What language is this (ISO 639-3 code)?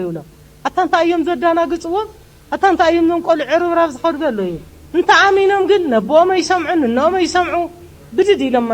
tir